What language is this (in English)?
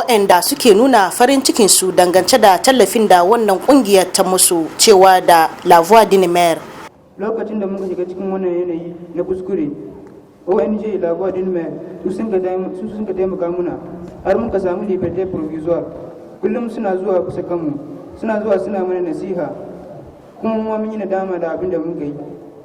Hausa